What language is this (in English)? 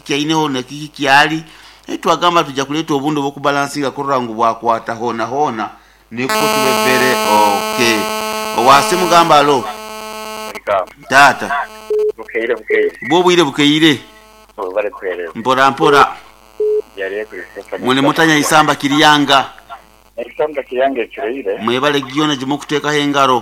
Nyoro